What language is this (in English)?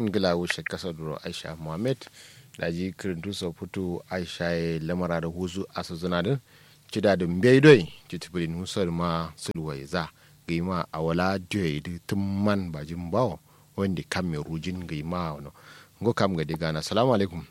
Kanuri